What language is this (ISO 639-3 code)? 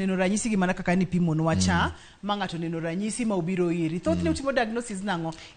luo